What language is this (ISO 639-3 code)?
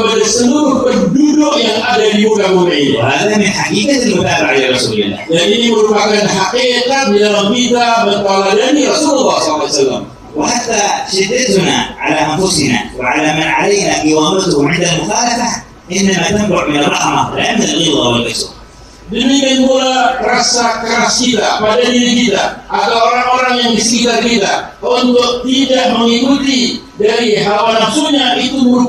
ind